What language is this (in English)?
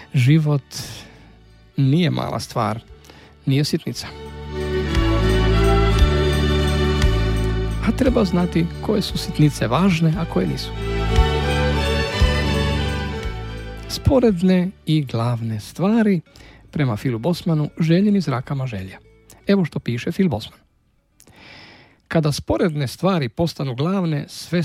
Croatian